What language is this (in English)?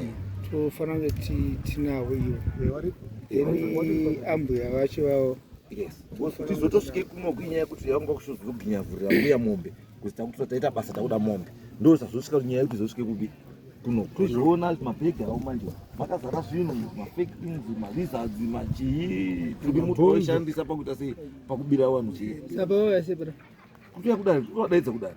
Shona